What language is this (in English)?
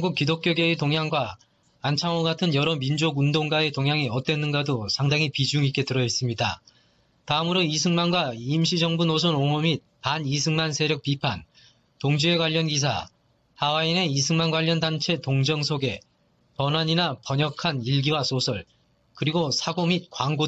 Korean